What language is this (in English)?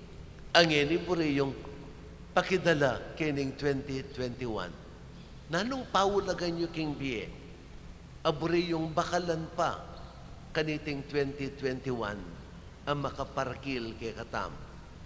Pampanga